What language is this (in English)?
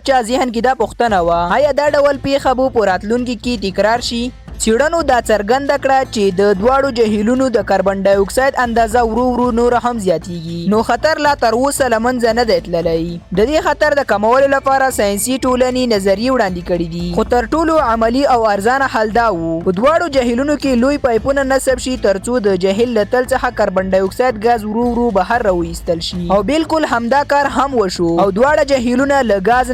Pashto